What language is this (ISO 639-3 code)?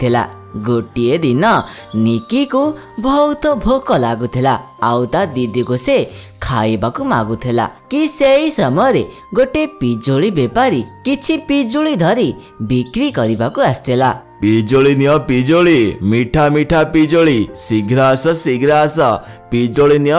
ori